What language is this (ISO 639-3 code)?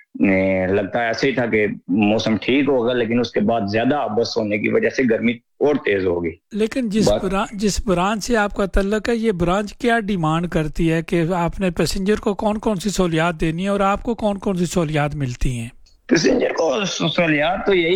urd